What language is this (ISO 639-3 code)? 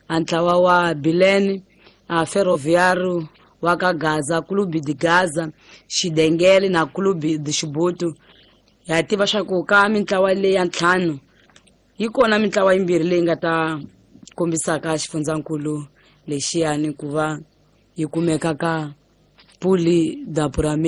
tso